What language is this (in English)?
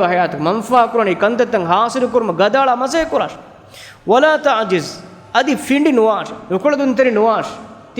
Divehi